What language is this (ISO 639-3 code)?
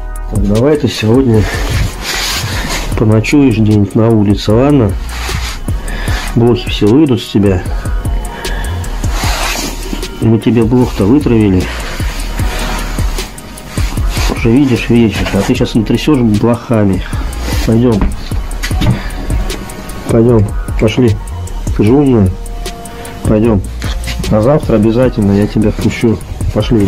rus